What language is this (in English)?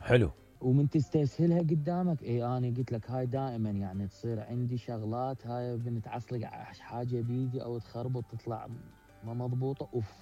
Mesopotamian Arabic